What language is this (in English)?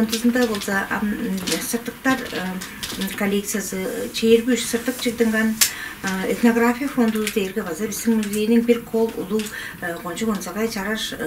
Tuvinian